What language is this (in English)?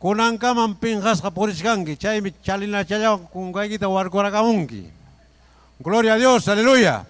Ayacucho Quechua